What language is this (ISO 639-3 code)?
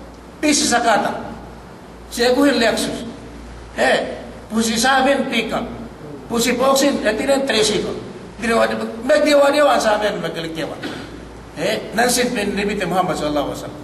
yka